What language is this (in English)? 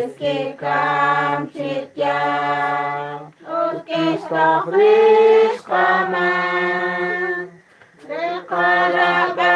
Kekchí